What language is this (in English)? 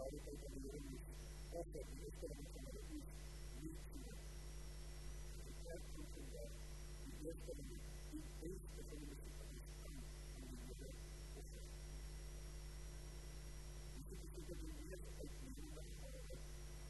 Afrikaans